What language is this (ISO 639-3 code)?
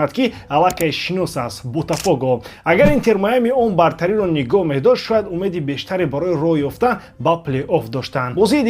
tgk